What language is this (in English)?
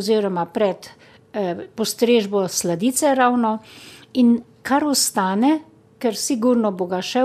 Slovenian